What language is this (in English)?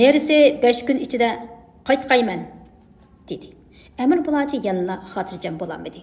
Uyghur